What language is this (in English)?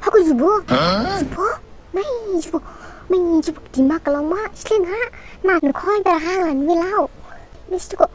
Dimasa